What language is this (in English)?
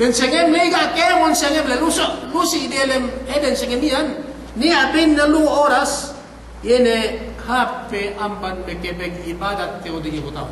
Yakan